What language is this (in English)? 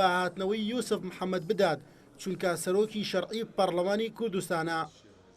Central Kurdish